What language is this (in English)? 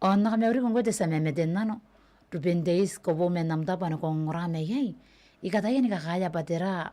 Gilbertese